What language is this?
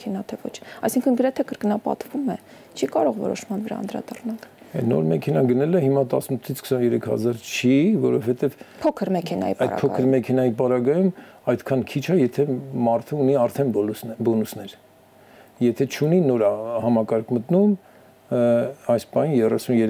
Armenian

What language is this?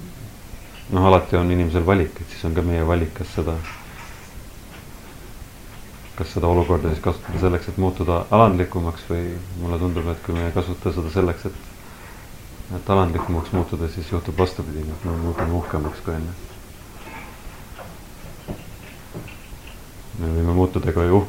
Estonian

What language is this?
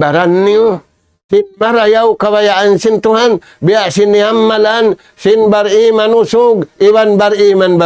Tausug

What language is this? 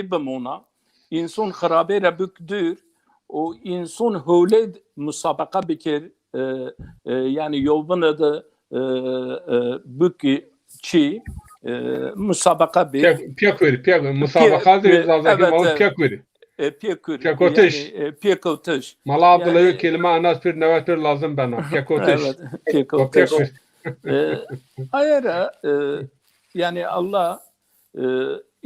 Zaza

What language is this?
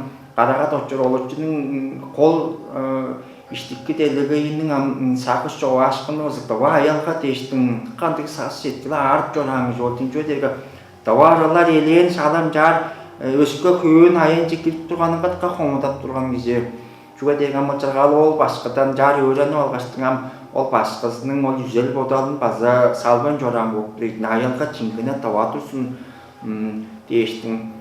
Tuvinian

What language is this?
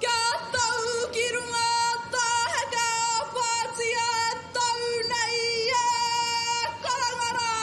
Māori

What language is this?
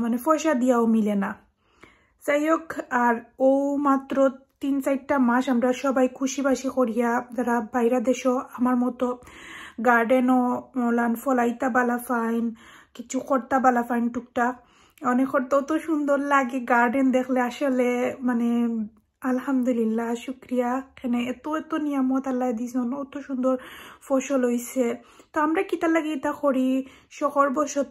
Sylheti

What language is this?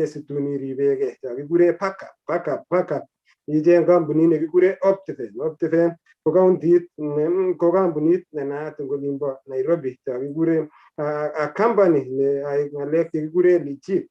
Kalenjin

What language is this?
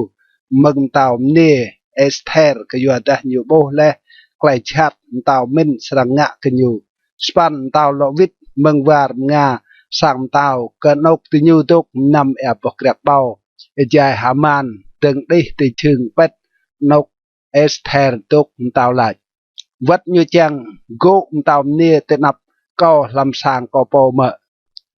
Rade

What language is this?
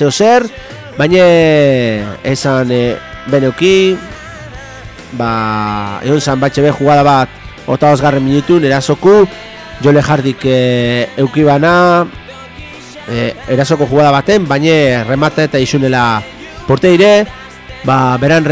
Basque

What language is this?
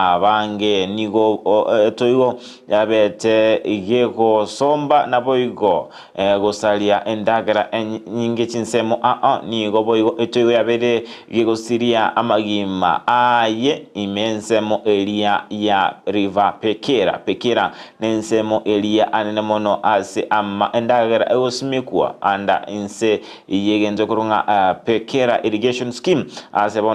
Gusii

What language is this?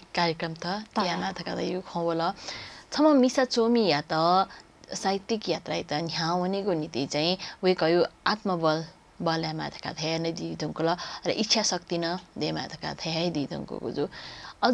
Newari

